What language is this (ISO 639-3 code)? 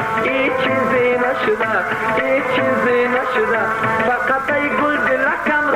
fas